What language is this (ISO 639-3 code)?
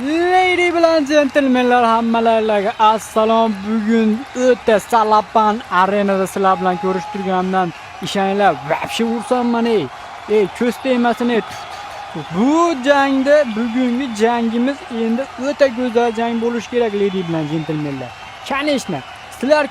uzb